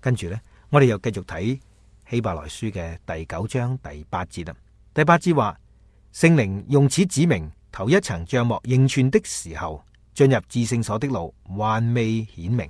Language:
Cantonese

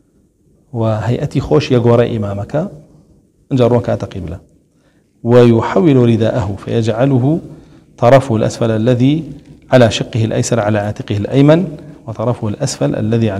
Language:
Central Kurdish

